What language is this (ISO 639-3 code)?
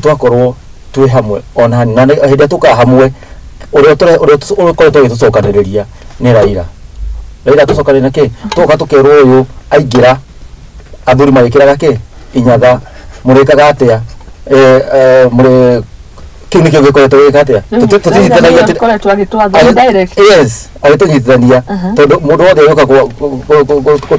kik